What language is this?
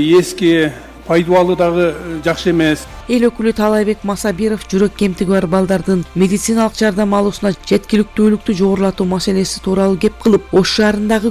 Kyrgyz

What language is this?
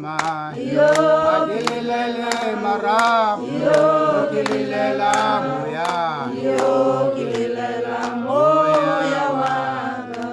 Tswana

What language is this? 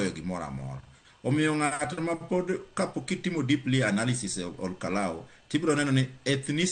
Luo (Kenya and Tanzania)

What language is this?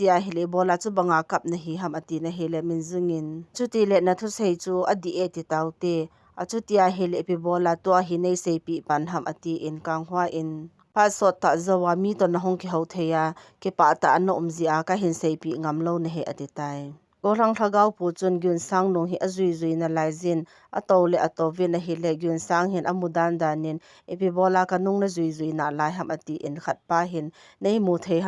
Thado Chin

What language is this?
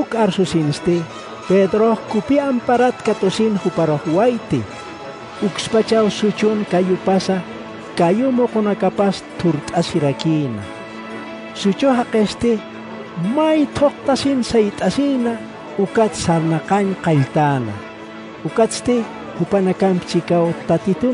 Aymara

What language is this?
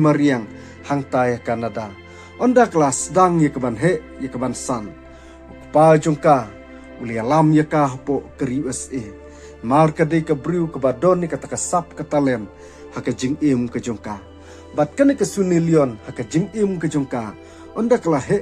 Khasi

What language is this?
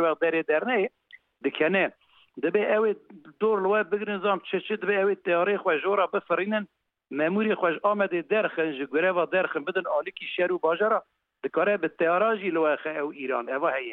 Kurdish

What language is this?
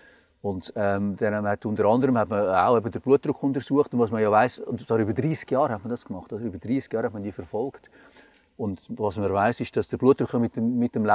Swiss German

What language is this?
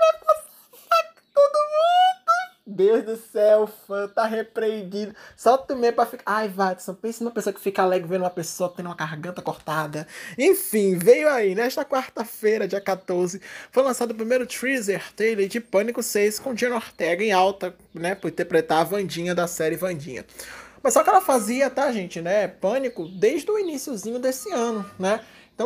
Portuguese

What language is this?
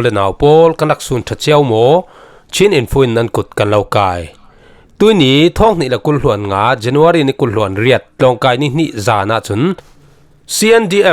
Falam Chin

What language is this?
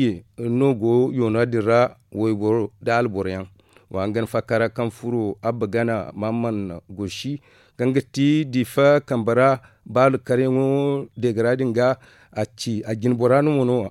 Zarma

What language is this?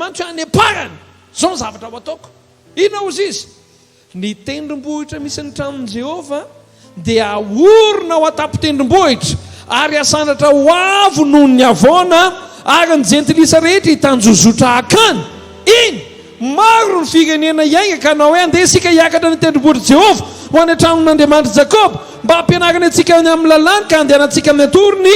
Malagasy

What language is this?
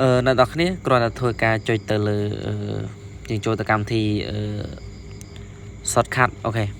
Khmer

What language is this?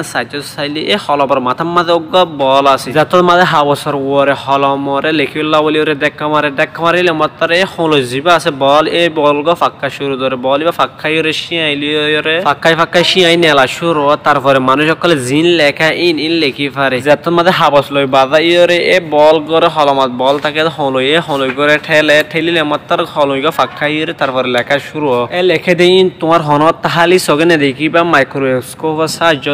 Rohingya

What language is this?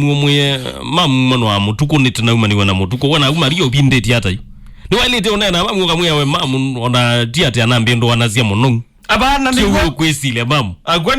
Kamba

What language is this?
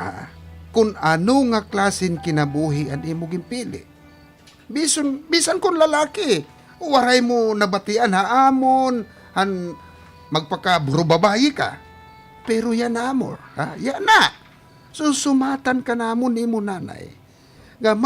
Waray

